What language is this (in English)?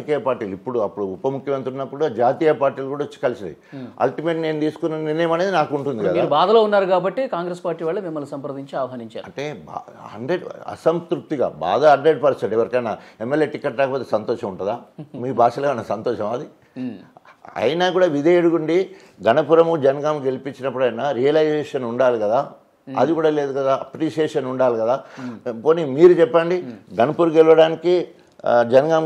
Telugu